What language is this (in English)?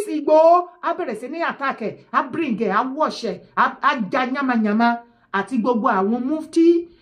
Yoruba